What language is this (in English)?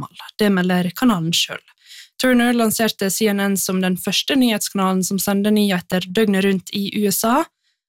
Norwegian